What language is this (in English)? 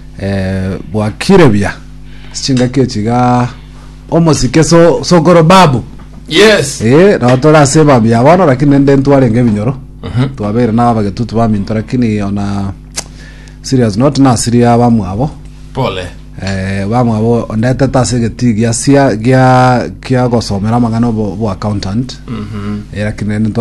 Gusii